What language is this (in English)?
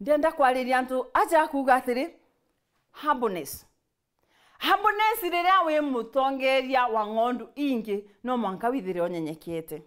Meru